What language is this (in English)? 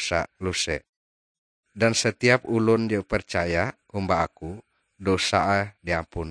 Ngaju